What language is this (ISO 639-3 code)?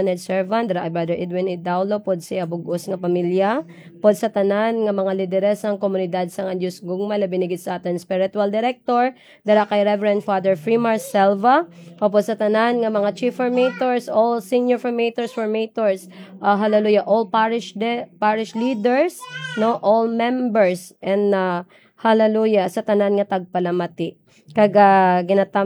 hil